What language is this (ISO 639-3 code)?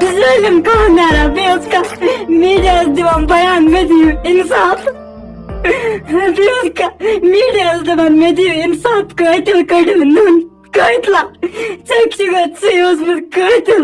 kas